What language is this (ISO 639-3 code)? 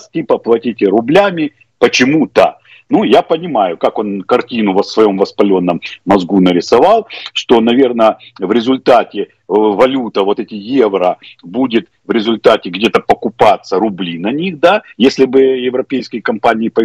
rus